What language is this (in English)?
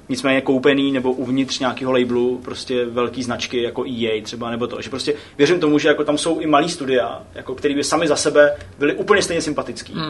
Czech